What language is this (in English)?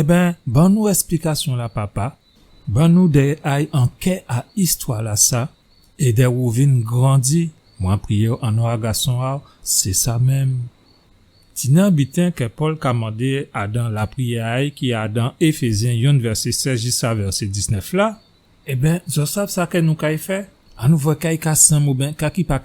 Guadeloupean Creole French